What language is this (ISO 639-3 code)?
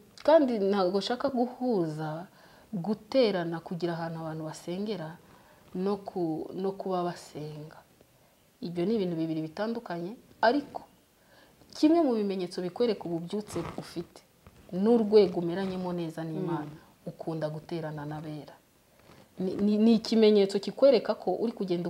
kin